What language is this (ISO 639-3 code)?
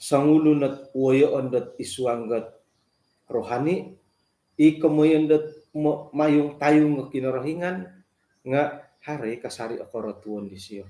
dtp